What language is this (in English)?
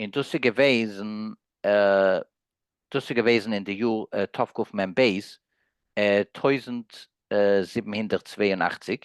Yiddish